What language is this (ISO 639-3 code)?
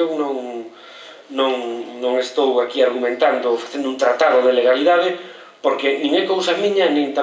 glg